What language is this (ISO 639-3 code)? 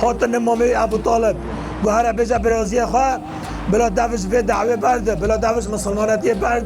kur